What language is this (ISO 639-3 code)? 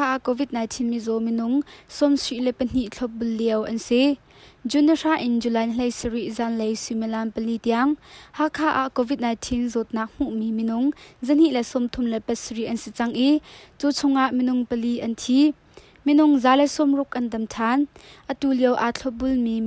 cnh